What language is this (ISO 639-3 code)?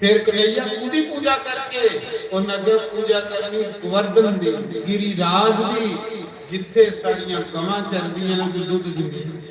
doi